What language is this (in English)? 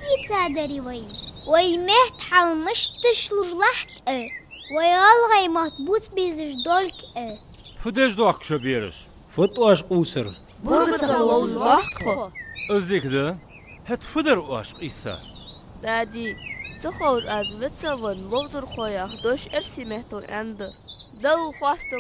Ingush